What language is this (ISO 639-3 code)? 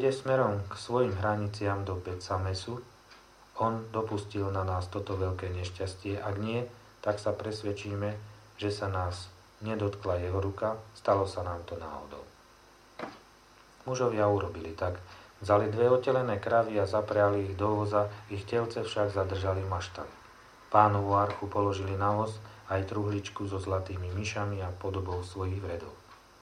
slk